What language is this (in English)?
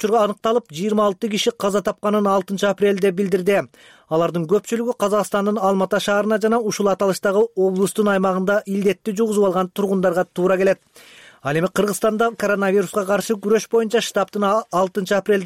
Kyrgyz